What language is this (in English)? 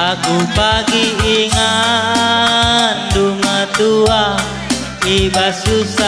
Batak Karo